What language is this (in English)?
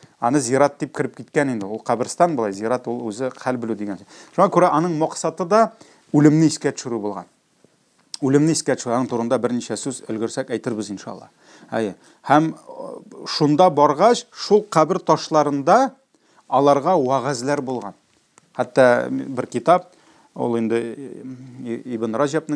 Tatar